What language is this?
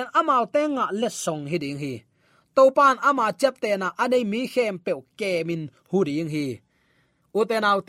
Tedim Chin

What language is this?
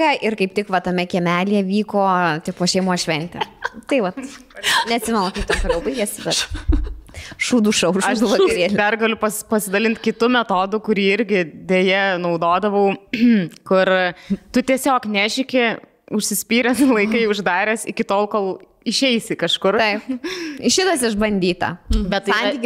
Lithuanian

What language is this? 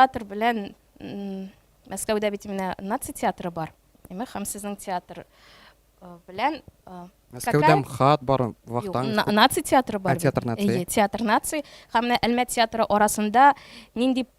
Tatar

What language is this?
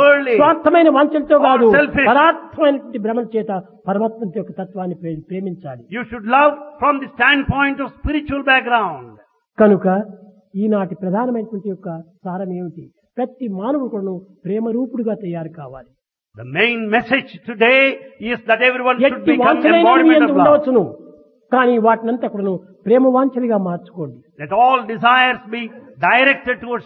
Telugu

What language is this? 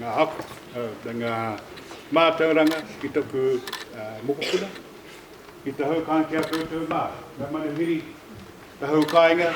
Māori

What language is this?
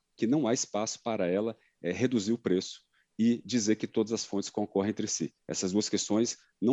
Portuguese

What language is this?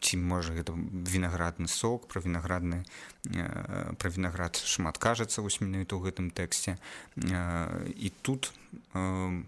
Belarusian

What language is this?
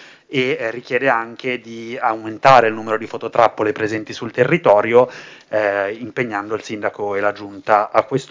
Italian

